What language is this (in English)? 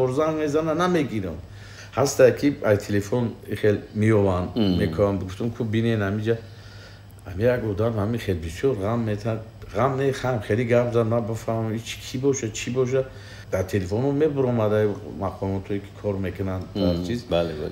Tajik